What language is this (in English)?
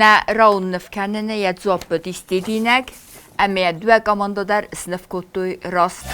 Ossetic